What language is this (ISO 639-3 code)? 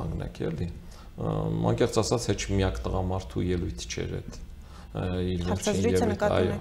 hye